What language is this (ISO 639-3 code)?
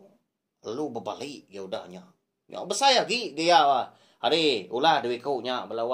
iba